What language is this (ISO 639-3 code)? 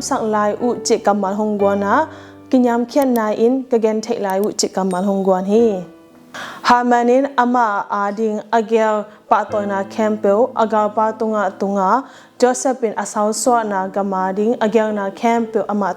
ctd